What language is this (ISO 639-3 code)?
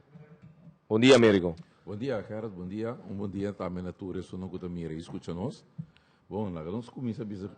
pap